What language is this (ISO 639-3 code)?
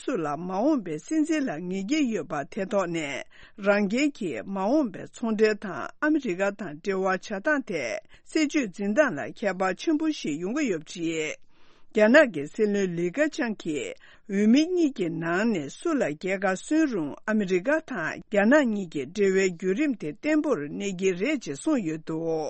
bod